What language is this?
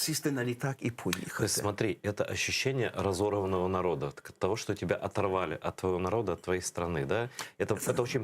Crimean Tatar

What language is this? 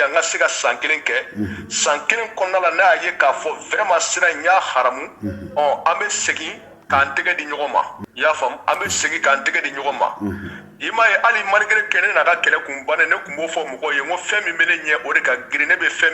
Bambara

